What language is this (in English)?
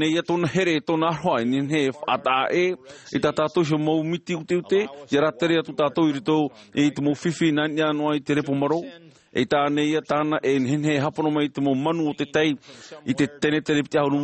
Tahitian